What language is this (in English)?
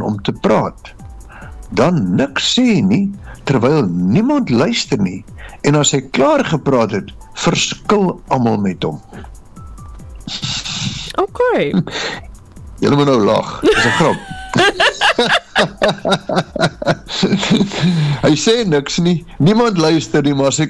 Afrikaans